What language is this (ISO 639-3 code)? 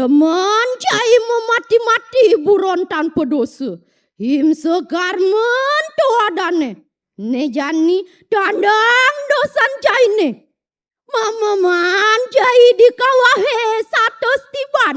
ban